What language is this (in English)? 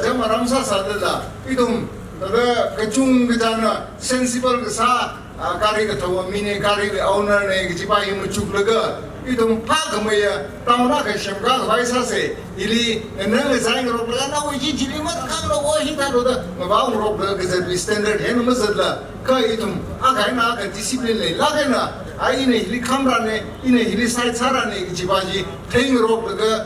Tangkhul Naga (India)